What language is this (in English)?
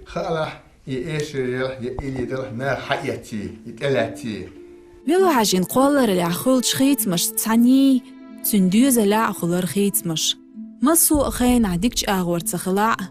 Chechen